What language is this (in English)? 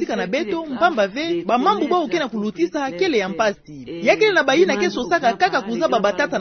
Kituba (Democratic Republic of Congo)